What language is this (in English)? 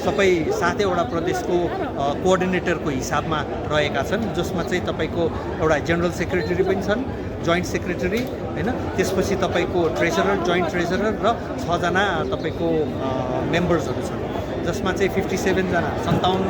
Nepali